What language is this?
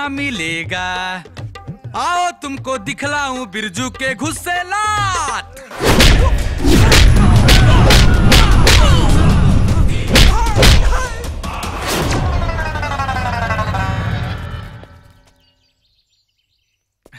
Bhojpuri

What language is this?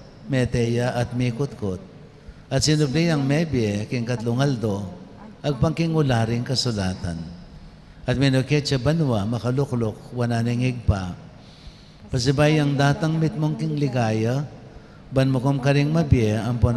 Pampanga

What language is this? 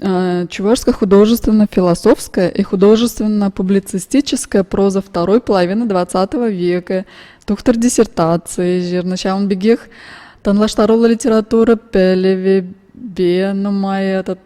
Chuvash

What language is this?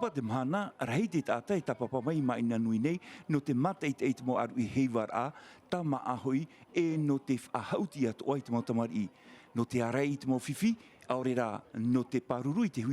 Tahitian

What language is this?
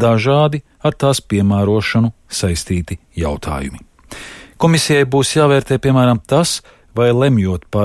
Latvian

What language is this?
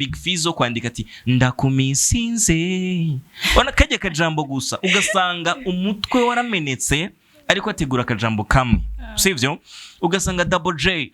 Rundi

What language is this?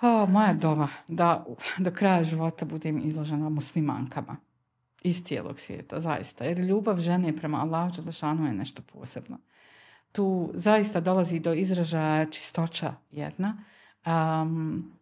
Bosnian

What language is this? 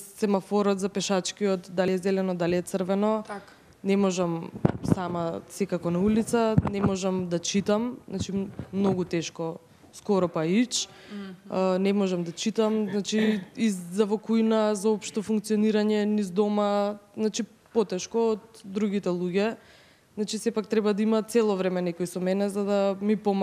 Macedonian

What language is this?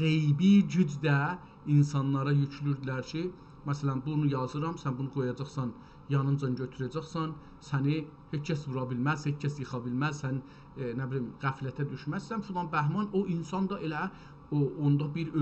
South Azerbaijani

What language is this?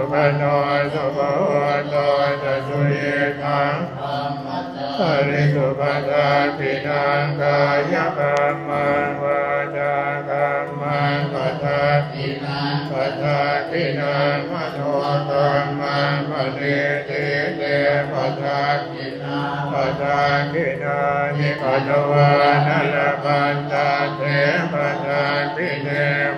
Pali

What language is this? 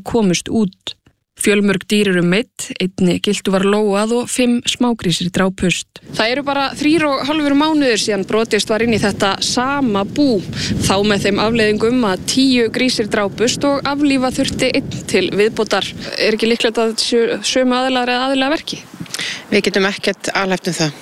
Icelandic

